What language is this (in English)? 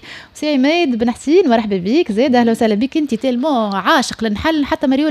Tunisian Arabic